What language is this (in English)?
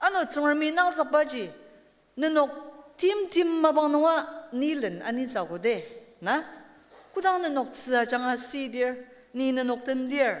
Ao Naga